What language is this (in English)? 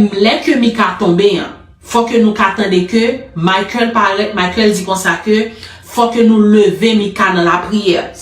Haitian Creole